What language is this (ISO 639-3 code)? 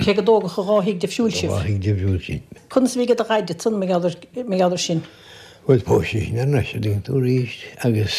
gle